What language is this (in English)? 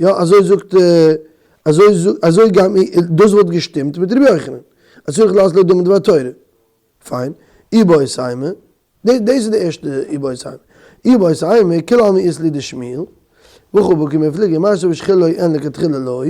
Yiddish